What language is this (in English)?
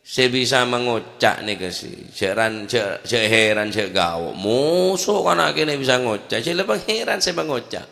Madurese